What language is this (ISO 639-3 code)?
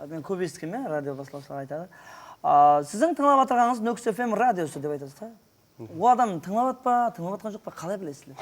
kaa